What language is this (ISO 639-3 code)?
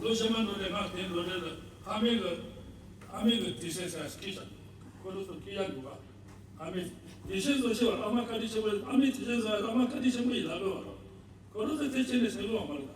bod